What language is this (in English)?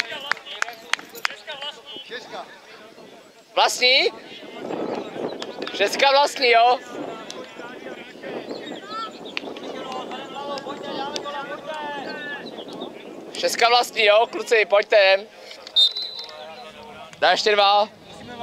Czech